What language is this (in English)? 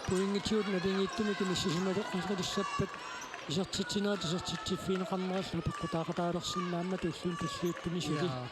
Kalaallisut